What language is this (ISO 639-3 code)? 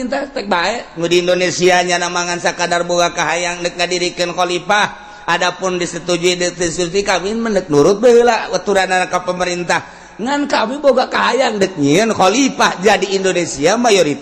sun